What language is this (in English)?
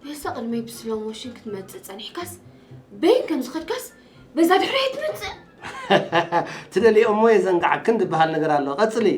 Tigrinya